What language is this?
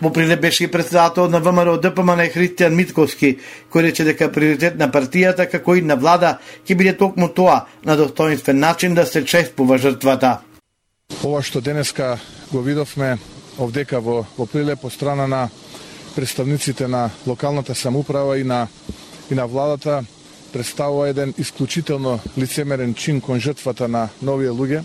Macedonian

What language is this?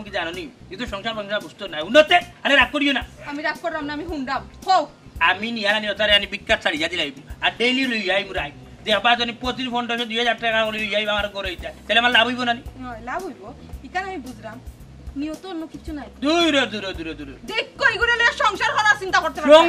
Sylheti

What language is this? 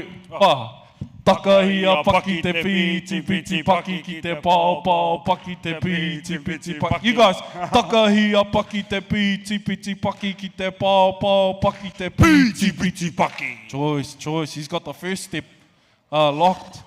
Māori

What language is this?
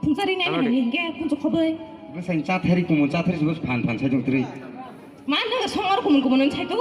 Kok Borok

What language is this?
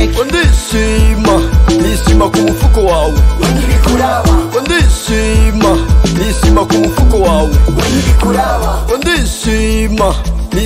Kinyarwanda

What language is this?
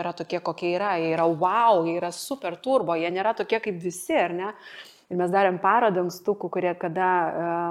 Lithuanian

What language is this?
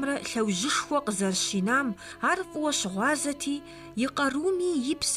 Kabardian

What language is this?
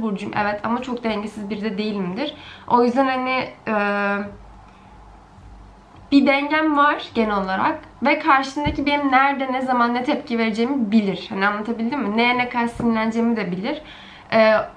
Turkish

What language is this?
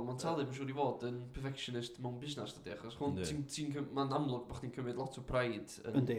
Welsh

